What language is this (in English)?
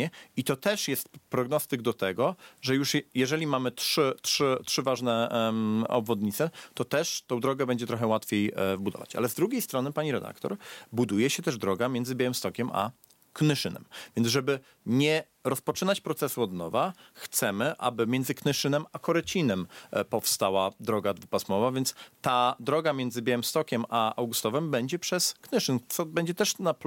Polish